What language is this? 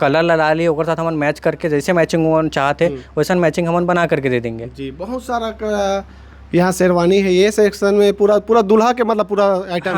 Chhattisgarhi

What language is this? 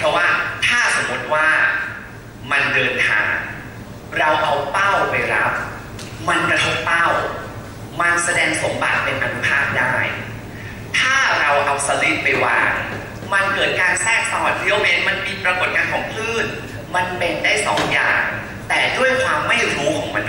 Thai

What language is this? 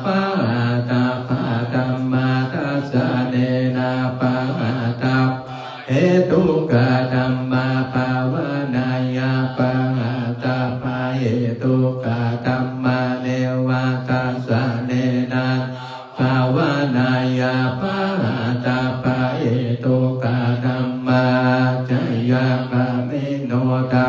Pali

